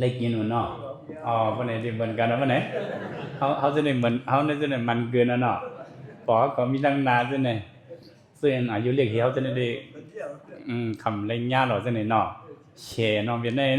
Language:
Shan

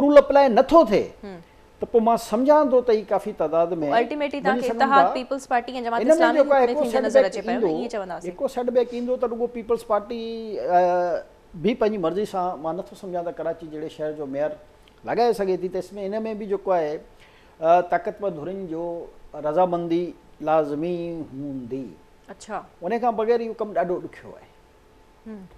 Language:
Sindhi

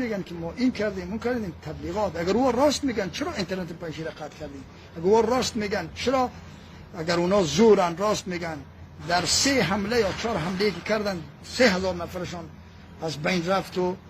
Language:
Persian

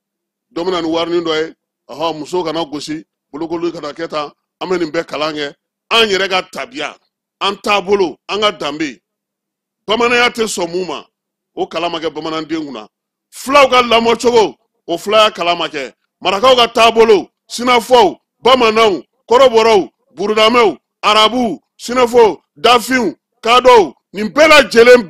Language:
Bambara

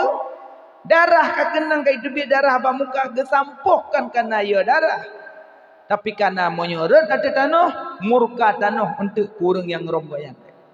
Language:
Achinese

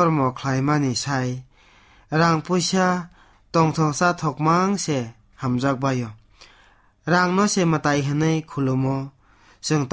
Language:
Kok Borok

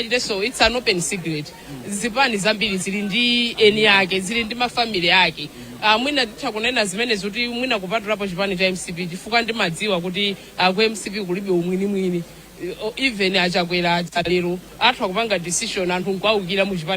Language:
Nyanja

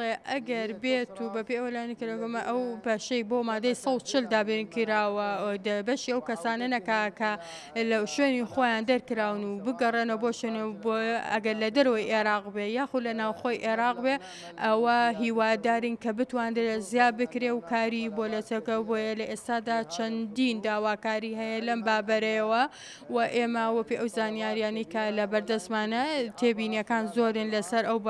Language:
Central Kurdish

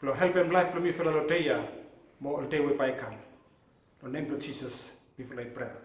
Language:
Bislama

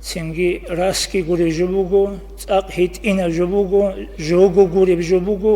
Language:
Avaric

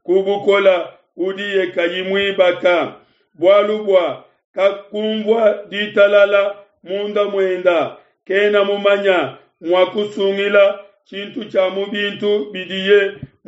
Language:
Luba-Lulua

